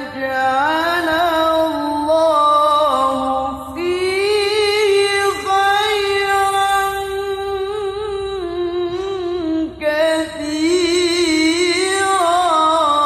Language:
Arabic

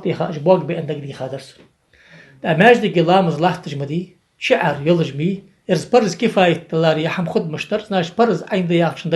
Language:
Ingush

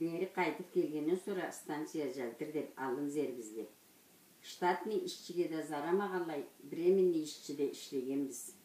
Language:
Karachay-Balkar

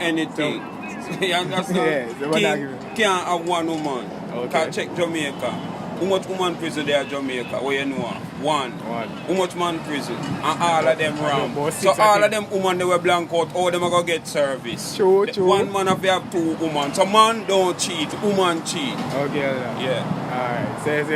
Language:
Jamaican Creole English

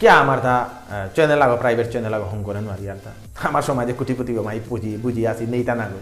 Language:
Bishnupriya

